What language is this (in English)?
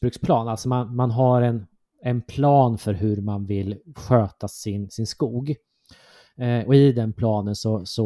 Swedish